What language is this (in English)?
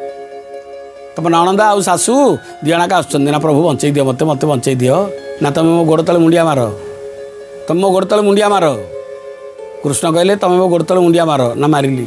Odia